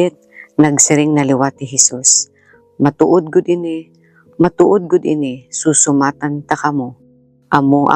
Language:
Waray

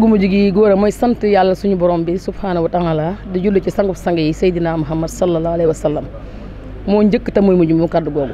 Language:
Wolof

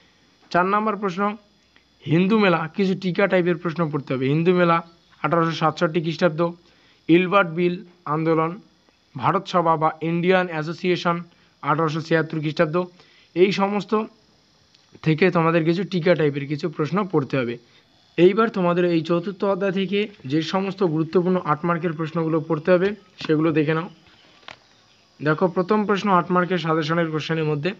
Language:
Bangla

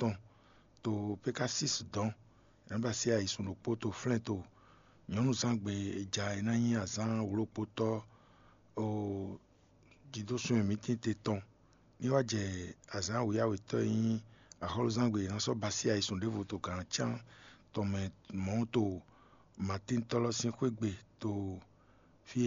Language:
Fon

